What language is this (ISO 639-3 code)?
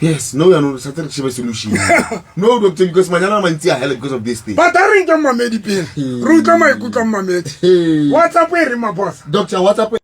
sot